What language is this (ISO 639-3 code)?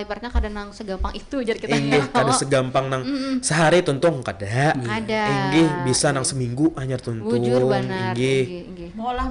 bjn